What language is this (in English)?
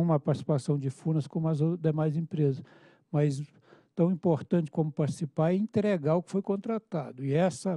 Portuguese